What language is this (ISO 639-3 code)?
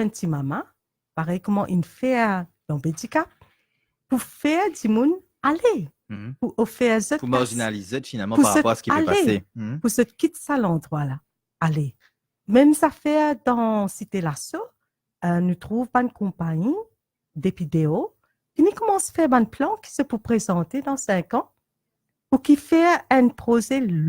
mfe